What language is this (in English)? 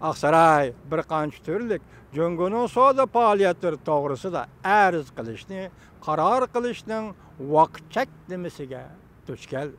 Uyghur